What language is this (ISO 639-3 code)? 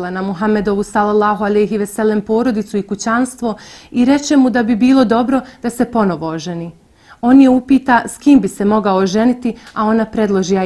bos